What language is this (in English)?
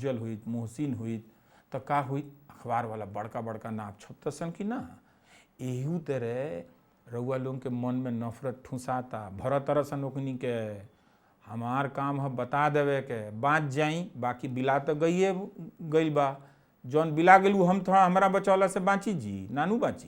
Bhojpuri